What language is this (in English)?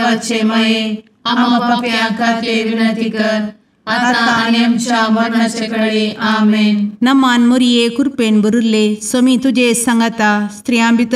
Konkani